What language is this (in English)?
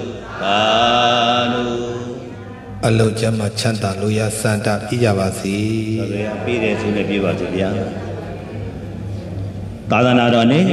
Burmese